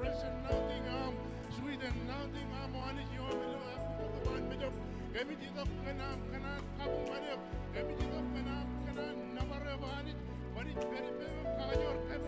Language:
Marshallese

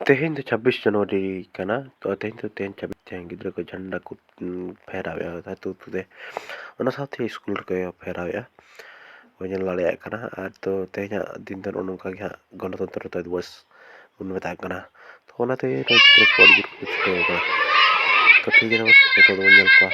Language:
Santali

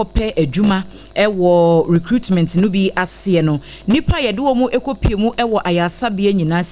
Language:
Akan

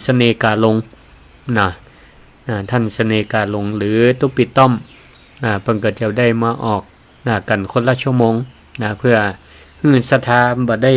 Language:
Northern Thai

